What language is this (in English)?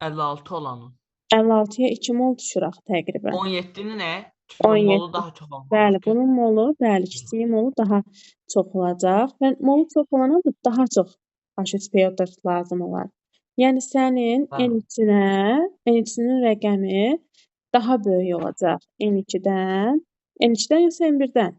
Azerbaijani